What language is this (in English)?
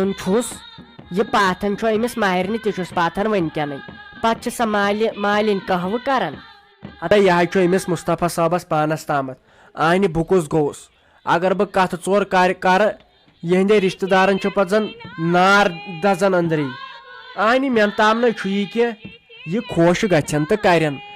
Kashmiri